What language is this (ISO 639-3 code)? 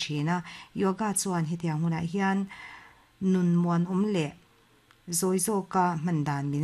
lus